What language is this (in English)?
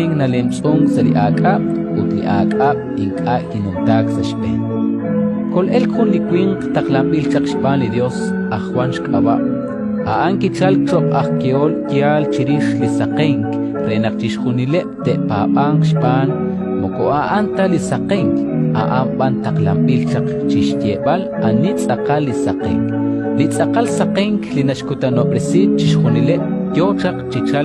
Kekchí